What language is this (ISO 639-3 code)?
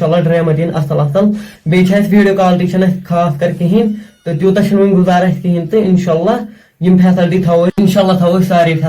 kas